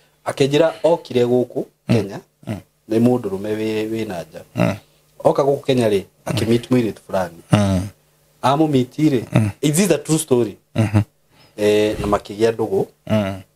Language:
Kikuyu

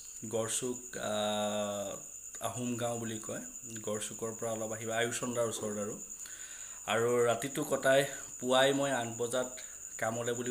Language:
Assamese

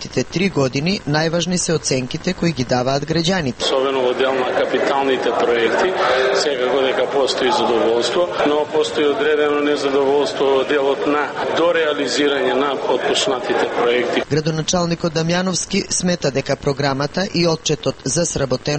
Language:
Macedonian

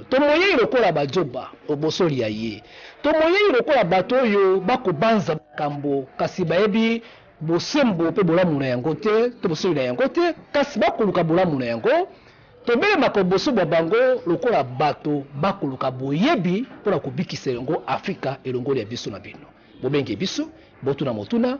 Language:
Lingala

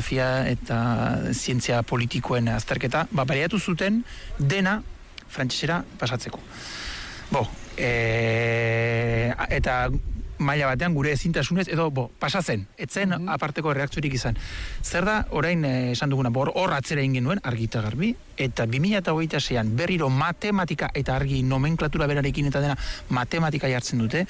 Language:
Basque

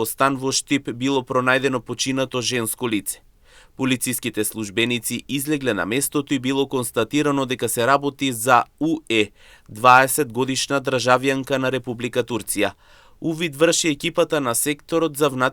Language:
Macedonian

